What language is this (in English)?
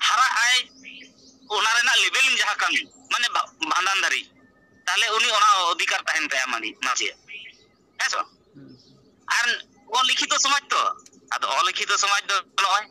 Santali